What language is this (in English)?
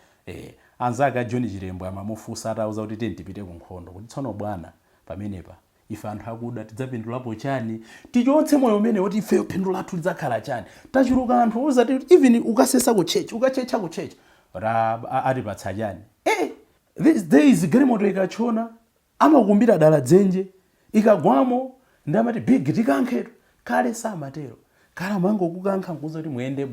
Nyanja